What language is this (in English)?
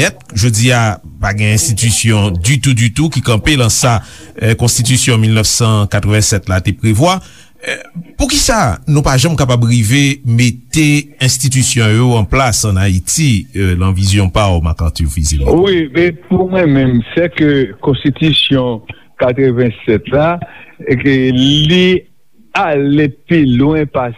Haitian Creole